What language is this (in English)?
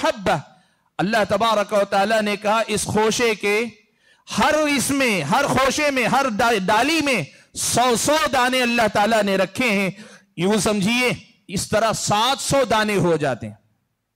Urdu